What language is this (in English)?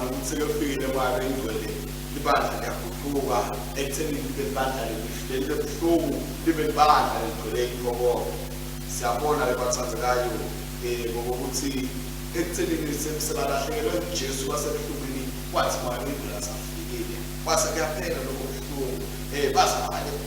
Swati